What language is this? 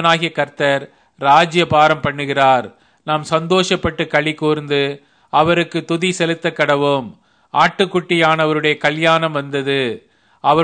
Tamil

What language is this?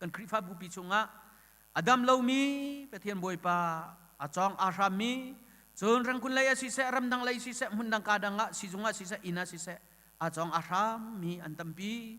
Hakha Chin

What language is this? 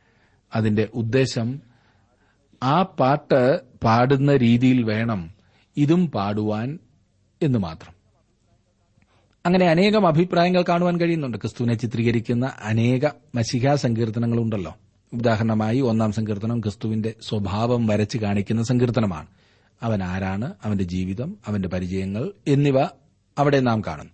Malayalam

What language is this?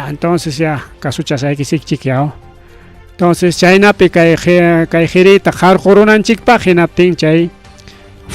Ayacucho Quechua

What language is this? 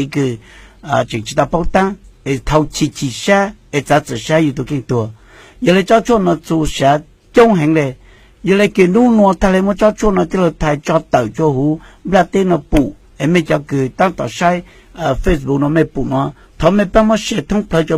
Hmong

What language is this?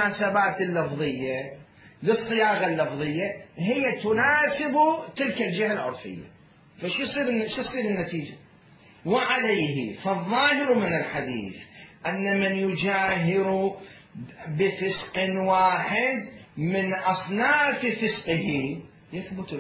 Mesopotamian Arabic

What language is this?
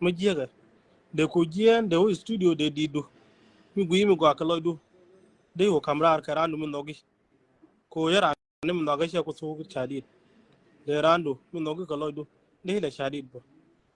Nuer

